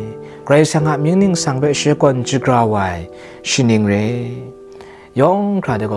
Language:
Kachin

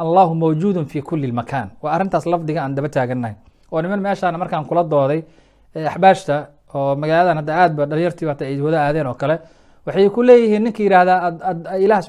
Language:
Somali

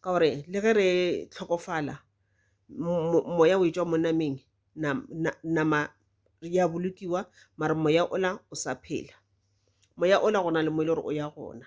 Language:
Northern Sotho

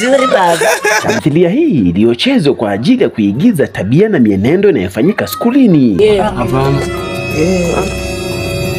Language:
Swahili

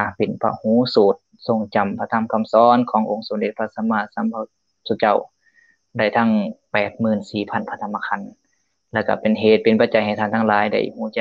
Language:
Lao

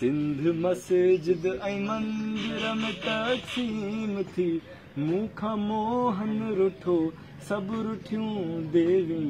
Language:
Sindhi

